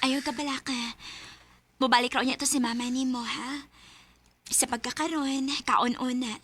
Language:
Cebuano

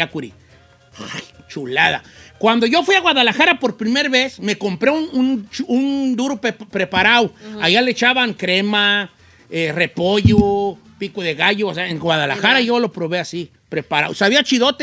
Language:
Spanish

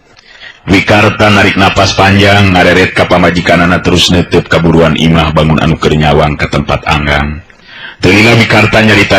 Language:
Sundanese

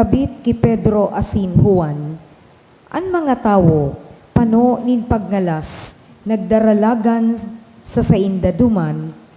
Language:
Bikol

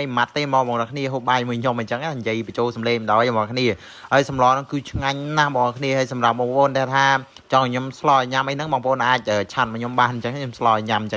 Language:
Khmer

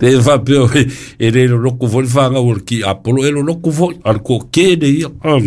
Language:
Samoan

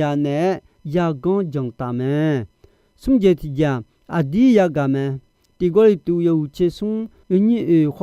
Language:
Akha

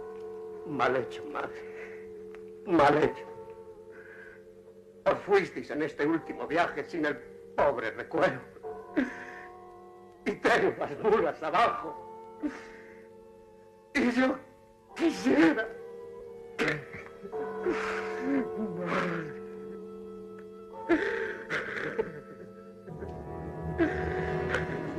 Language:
Spanish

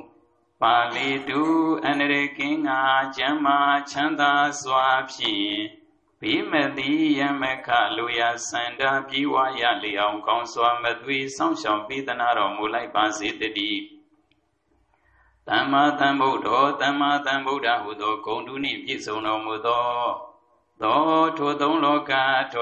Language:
Burmese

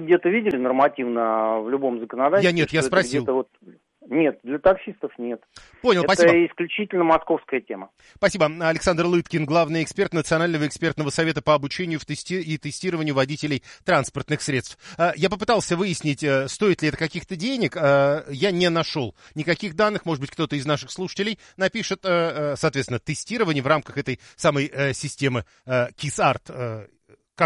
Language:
Russian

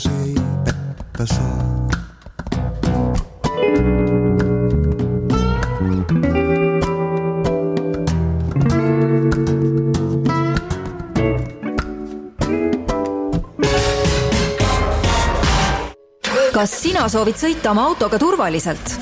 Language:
Estonian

